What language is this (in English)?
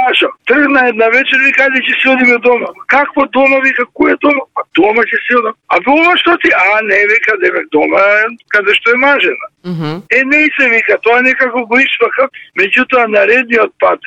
Macedonian